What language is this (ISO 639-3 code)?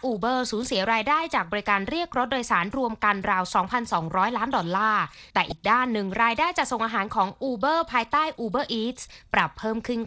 tha